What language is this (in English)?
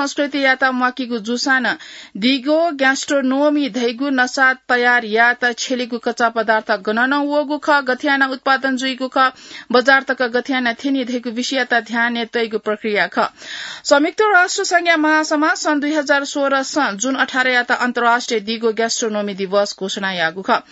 Newari